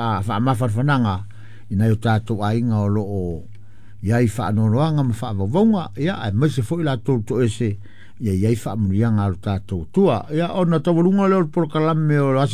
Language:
Samoan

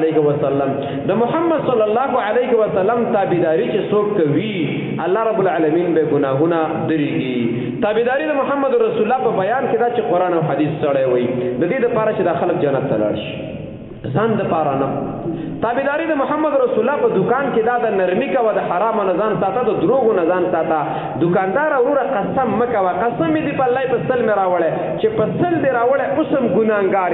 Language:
Pashto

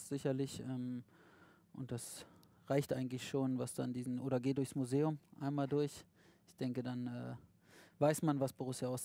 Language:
German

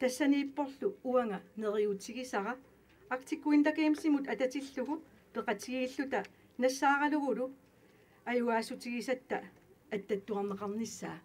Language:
Kalaallisut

